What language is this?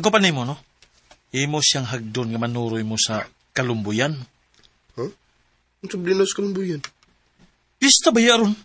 Cebuano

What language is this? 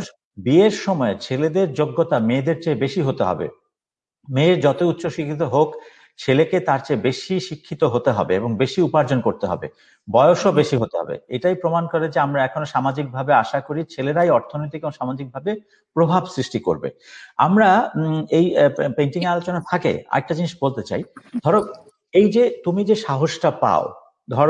Bangla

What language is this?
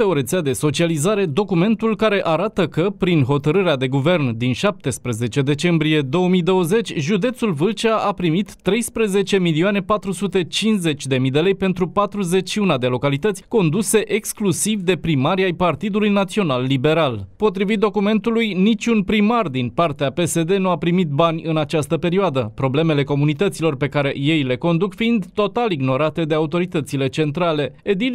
Romanian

